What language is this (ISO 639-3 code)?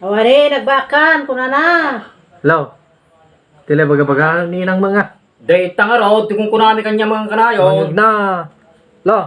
ilo